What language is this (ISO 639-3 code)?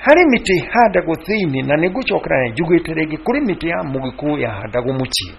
kik